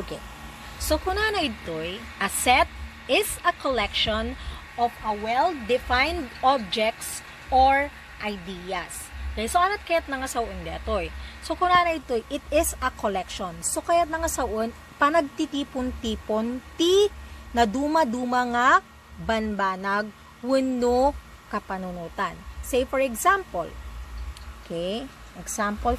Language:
Iloko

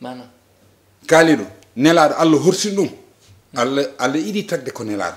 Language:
Fula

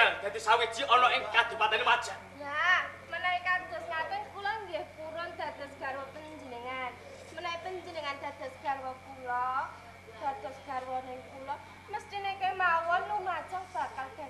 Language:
Javanese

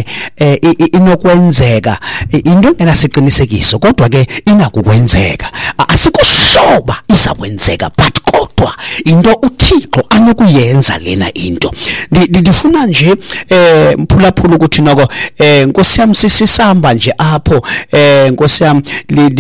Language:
Xhosa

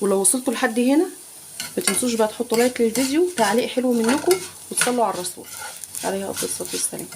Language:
Egyptian Arabic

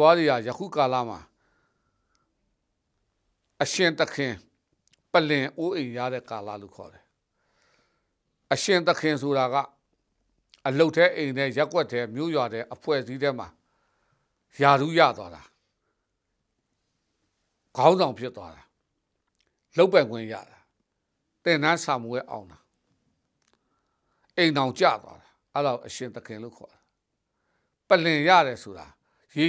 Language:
Burmese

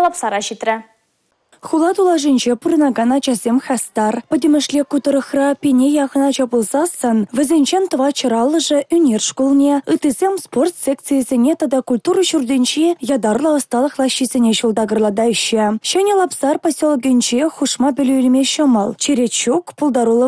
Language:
Chuvash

